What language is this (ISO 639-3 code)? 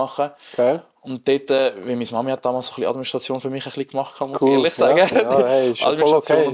gsw